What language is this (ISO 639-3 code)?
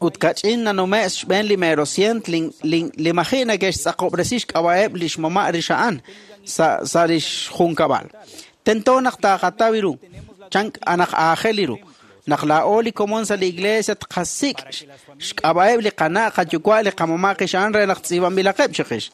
kek